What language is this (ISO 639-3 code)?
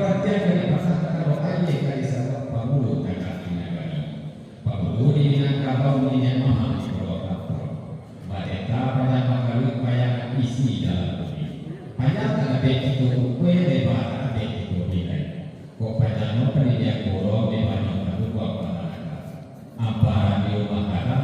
min